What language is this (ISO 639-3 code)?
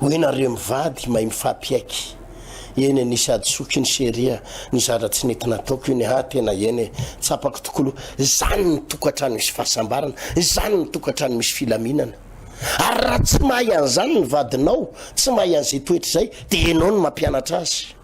mlg